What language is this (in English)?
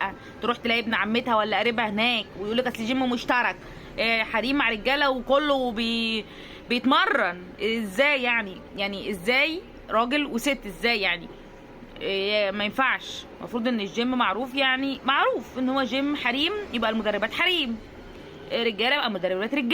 Egyptian Arabic